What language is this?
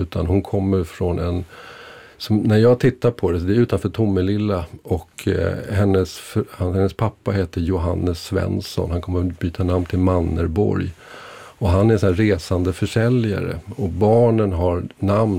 Swedish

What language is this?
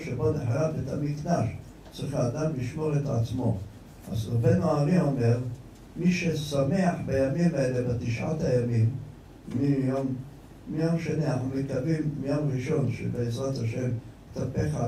Hebrew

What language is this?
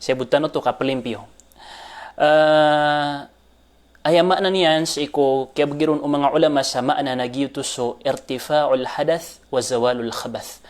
Maranao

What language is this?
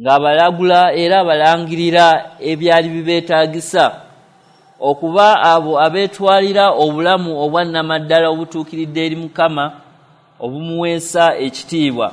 Ganda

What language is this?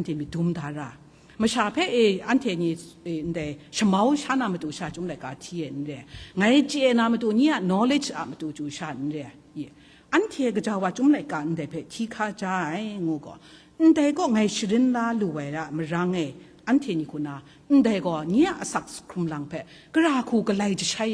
Kachin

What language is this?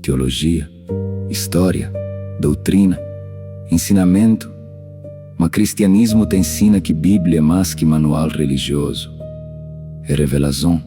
Kabuverdianu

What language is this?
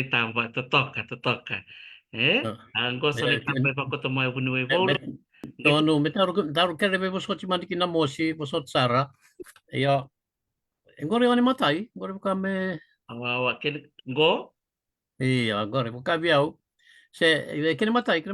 Fijian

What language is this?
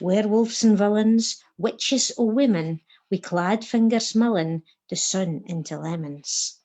Scots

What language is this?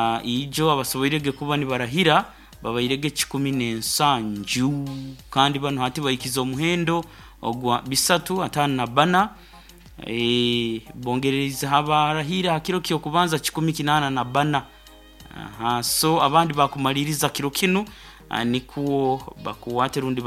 Nyoro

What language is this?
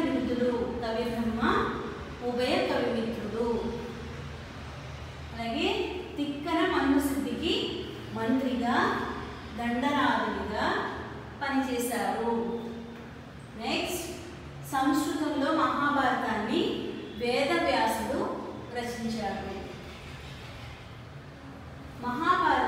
Telugu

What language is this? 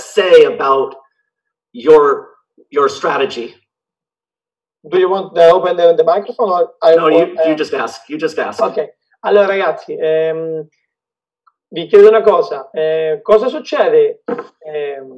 Italian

